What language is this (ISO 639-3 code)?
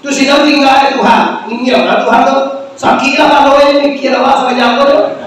min